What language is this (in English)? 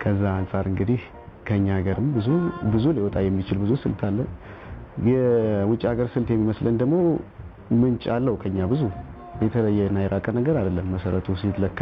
Amharic